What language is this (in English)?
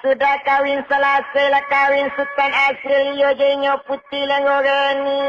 Minangkabau